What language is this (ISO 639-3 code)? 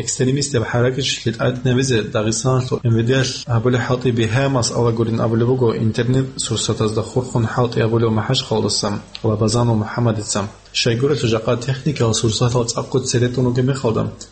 ava